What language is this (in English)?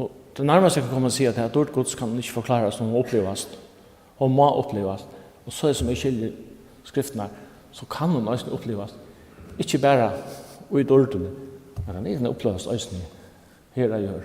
Faroese